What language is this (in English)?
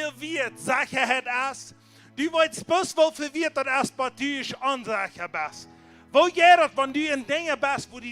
Plautdietsch